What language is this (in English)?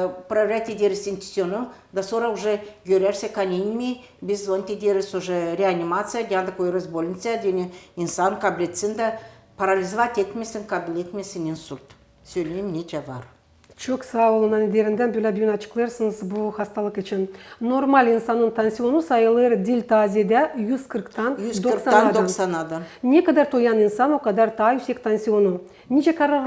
Gagauz